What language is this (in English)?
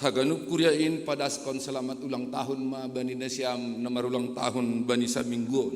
Batak Simalungun